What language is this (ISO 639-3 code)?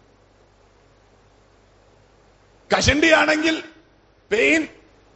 mal